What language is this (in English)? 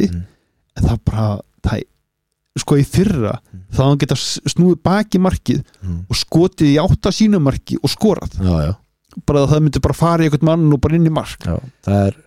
Icelandic